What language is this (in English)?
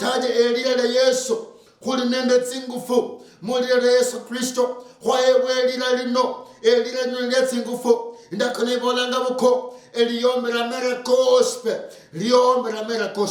Luyia